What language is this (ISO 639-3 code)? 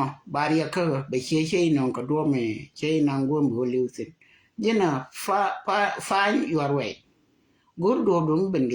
nus